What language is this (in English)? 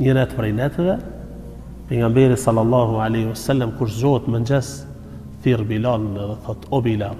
Albanian